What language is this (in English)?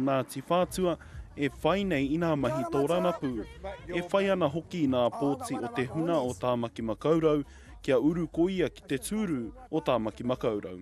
Māori